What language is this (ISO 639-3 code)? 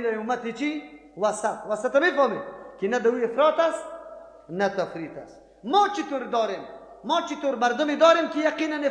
fas